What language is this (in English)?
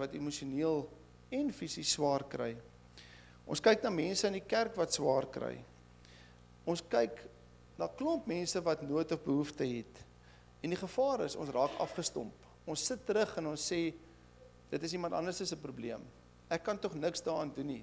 Afrikaans